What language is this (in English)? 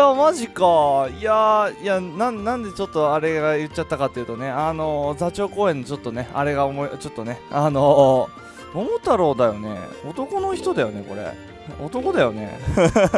Japanese